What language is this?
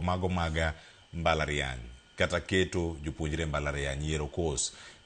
Luo (Kenya and Tanzania)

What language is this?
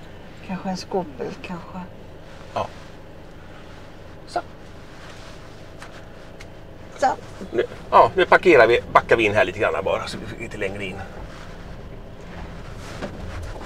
Swedish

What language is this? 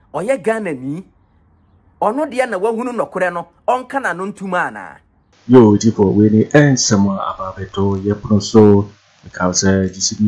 Akan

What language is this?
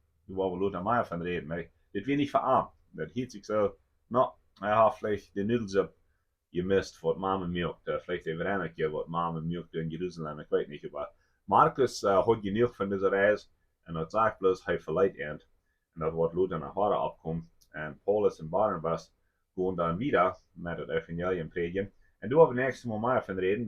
Plautdietsch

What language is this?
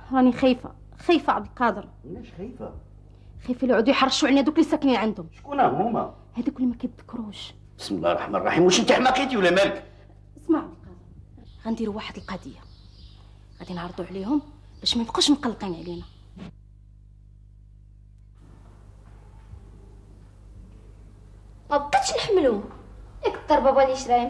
Moroccan Arabic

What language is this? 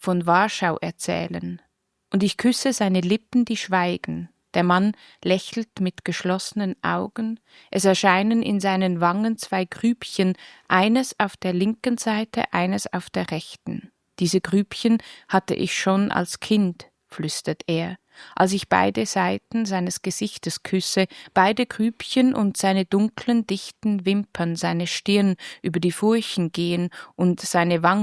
Swiss German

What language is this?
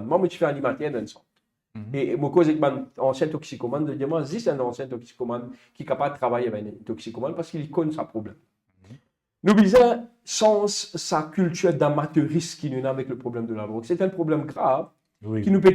Morisyen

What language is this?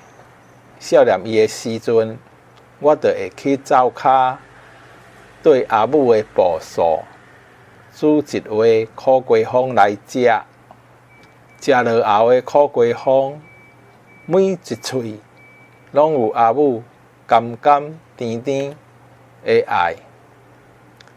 Min Nan Chinese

